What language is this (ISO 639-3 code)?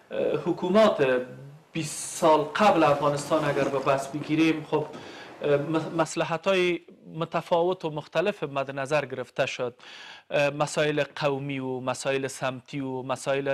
fas